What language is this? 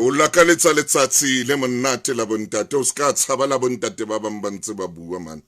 Southern Sotho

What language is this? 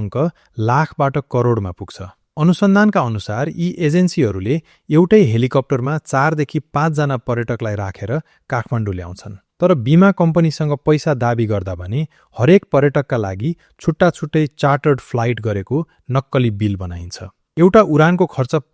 Nepali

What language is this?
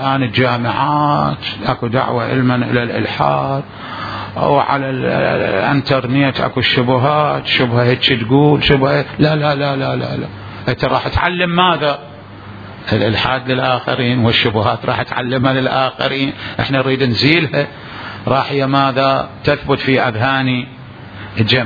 Mesopotamian Arabic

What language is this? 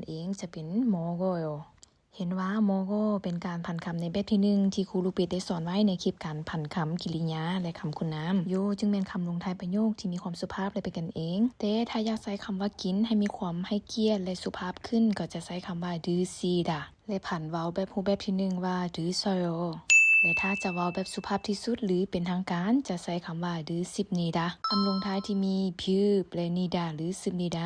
Lao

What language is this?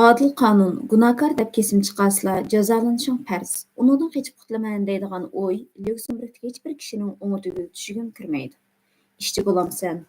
Uyghur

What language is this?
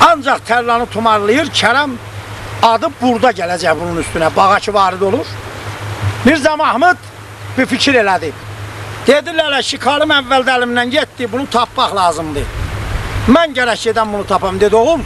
South Azerbaijani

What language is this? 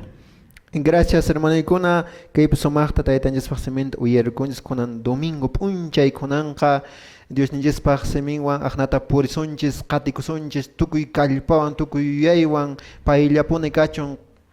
Quechua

